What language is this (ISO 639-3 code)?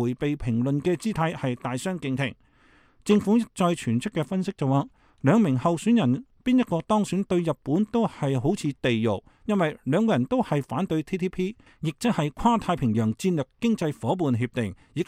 yue